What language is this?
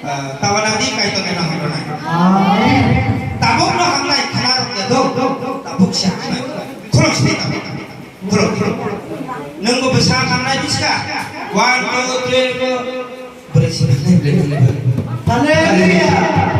Kok Borok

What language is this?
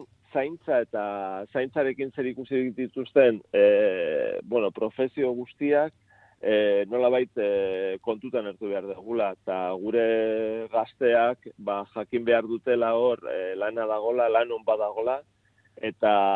Basque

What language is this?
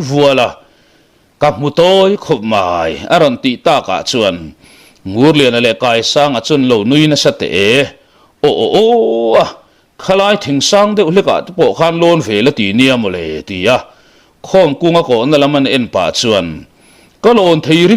Mizo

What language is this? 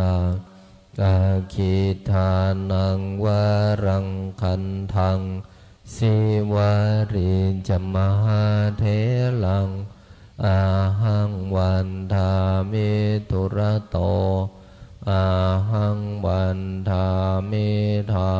Pali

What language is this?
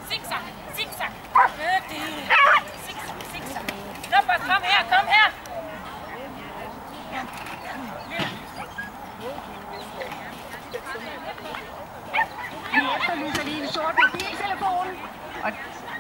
Danish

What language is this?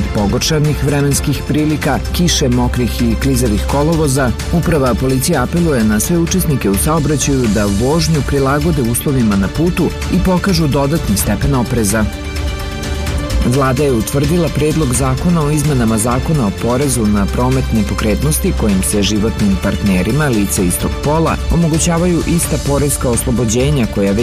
Serbian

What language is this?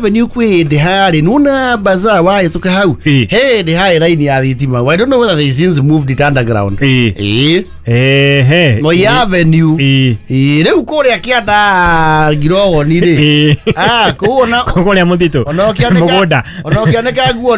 Kikuyu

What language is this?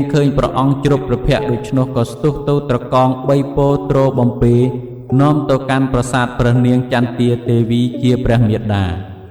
Khmer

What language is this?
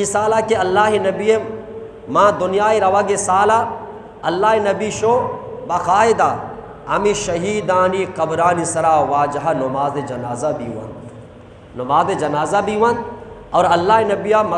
Eastern Balochi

